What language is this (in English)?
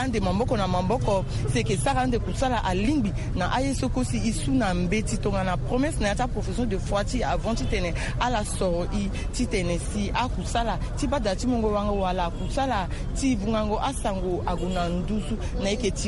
Sango